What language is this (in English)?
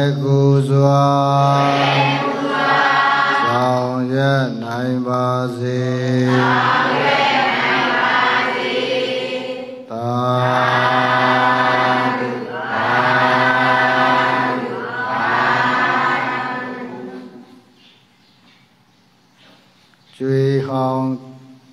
Burmese